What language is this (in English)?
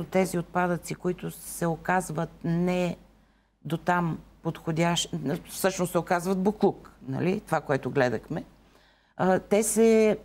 Bulgarian